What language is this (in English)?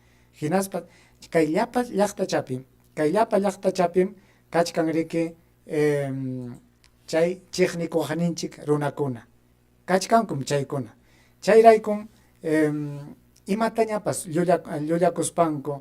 Ayacucho Quechua